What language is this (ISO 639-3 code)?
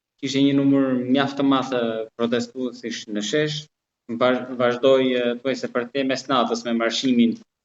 sqi